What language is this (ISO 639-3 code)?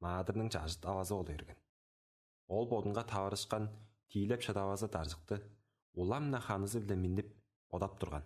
tyv